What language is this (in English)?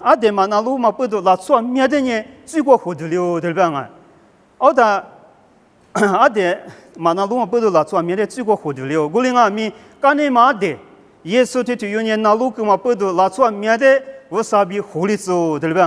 Lisu